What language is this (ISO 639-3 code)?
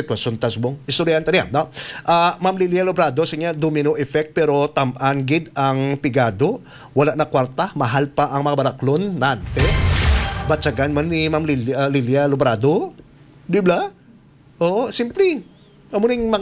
hil